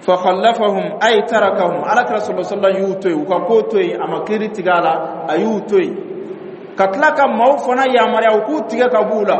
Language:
Dyula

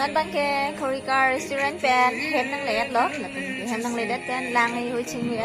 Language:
Karbi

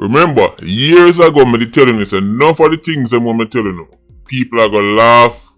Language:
Jamaican Creole English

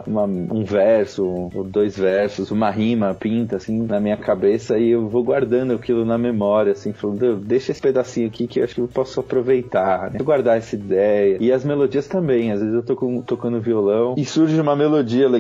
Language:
Portuguese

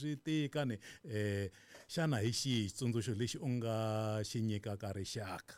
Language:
Tsonga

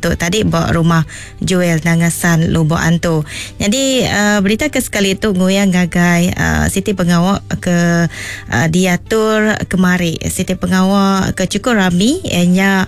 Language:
Iban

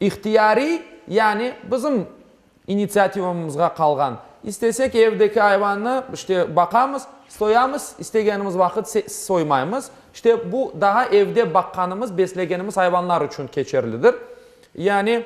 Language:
Crimean Tatar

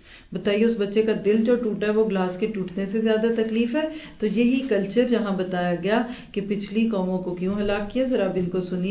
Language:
Urdu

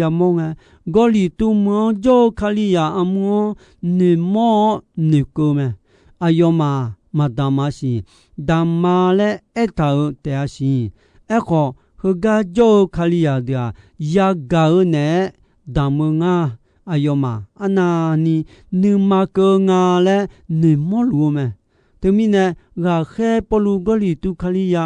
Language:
Akha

